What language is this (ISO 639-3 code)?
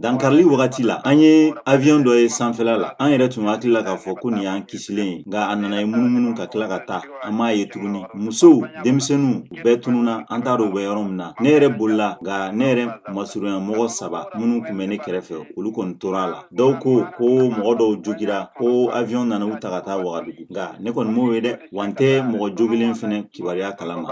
bam